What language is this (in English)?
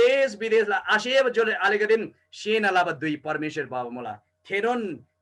Eastern Tamang